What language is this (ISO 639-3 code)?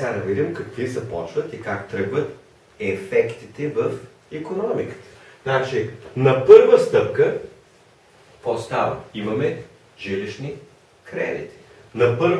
bul